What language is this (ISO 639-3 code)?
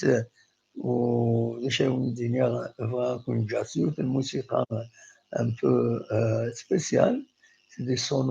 kab